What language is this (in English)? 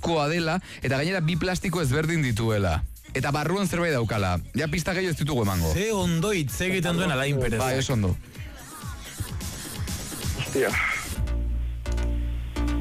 Basque